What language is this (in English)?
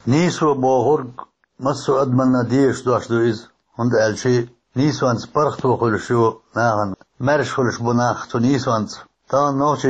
Chechen